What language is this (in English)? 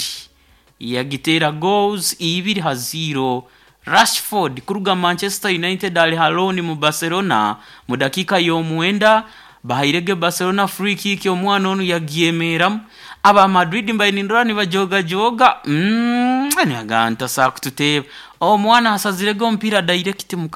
Nyoro